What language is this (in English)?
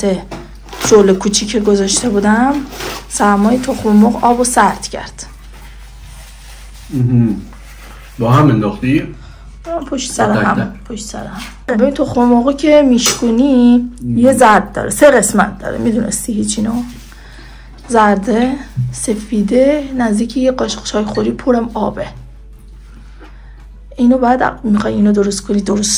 Persian